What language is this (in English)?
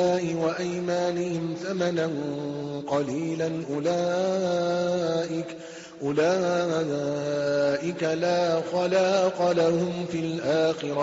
Arabic